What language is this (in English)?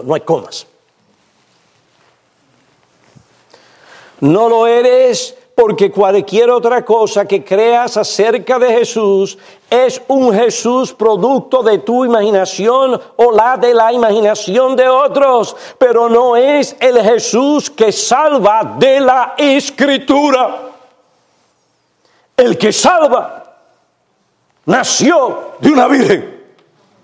Spanish